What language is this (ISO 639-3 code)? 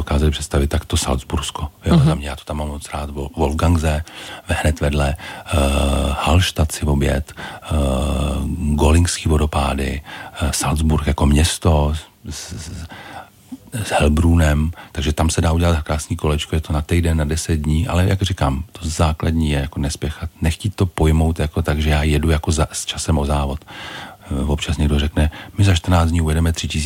ces